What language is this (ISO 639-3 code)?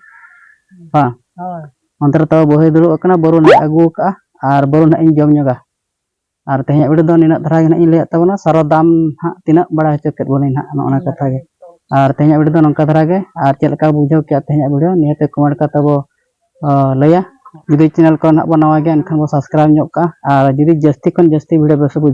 sat